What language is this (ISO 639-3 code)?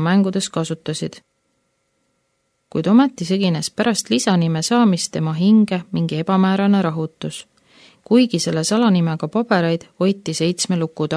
est